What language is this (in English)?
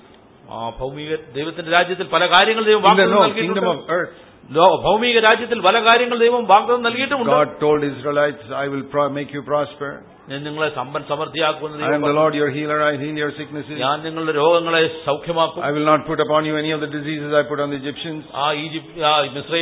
Malayalam